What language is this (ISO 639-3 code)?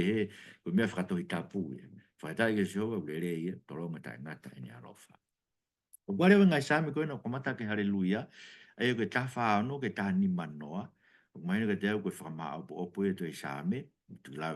ton